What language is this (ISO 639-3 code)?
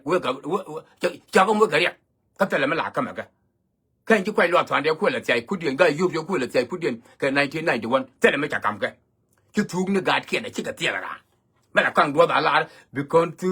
nus